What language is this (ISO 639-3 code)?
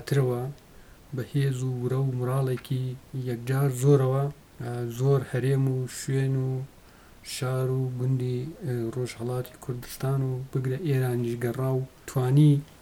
ckb